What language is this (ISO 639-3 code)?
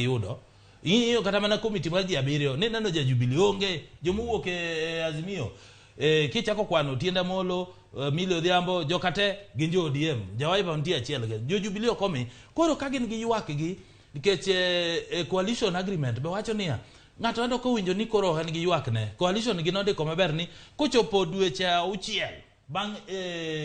luo